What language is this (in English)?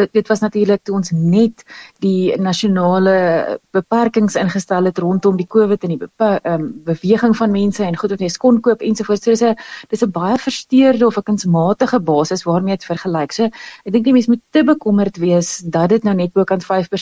Afrikaans